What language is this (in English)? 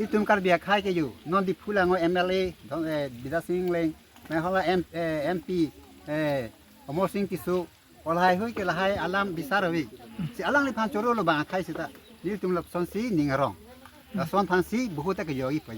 Karbi